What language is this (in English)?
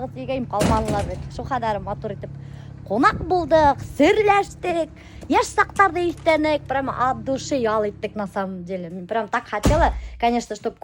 Bashkir